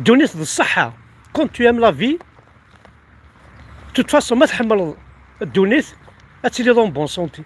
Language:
Kabyle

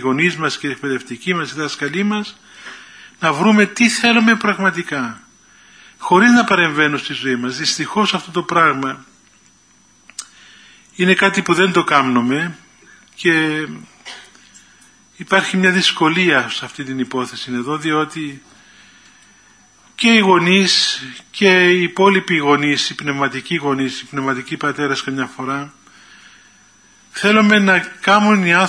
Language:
Greek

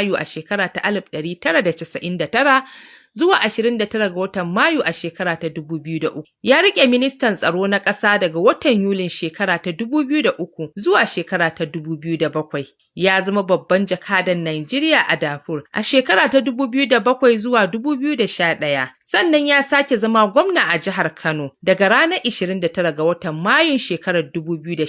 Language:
Hausa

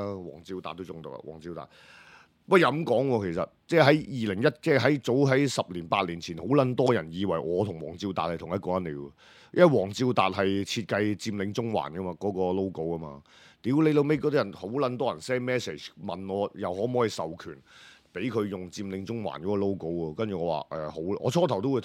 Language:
Cantonese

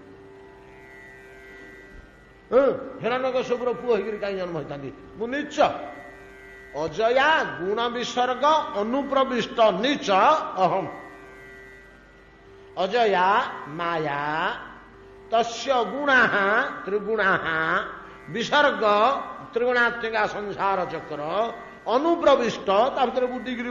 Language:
Odia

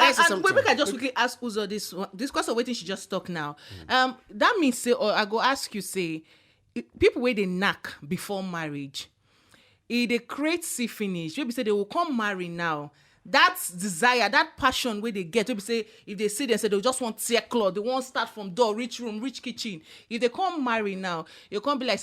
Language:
Nigerian Pidgin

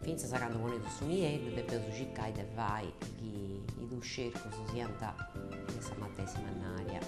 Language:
Sardinian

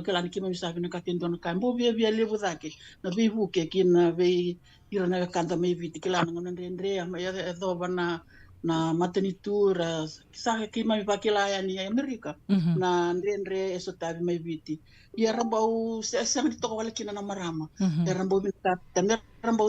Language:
Fijian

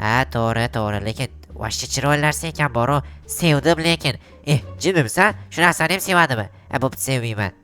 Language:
Uzbek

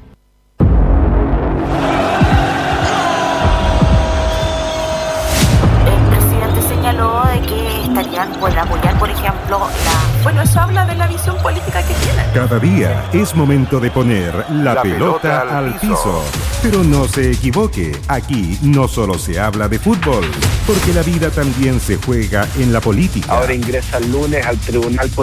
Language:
Spanish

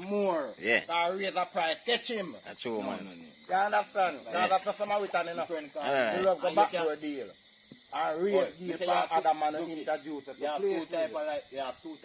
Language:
Jamaican Creole English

